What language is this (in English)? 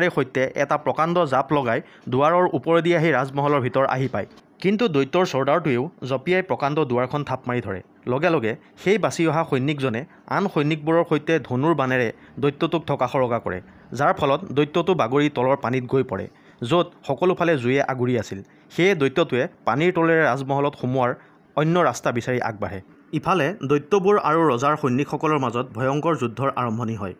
Assamese